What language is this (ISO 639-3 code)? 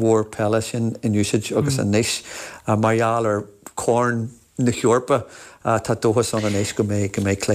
gle